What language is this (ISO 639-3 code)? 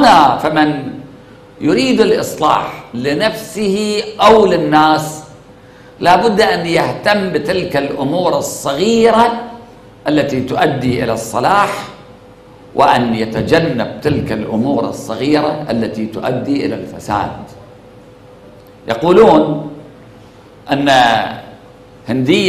ara